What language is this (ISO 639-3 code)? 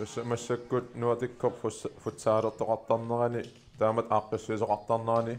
kal